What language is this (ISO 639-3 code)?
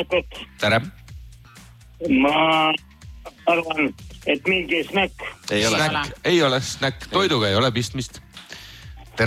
est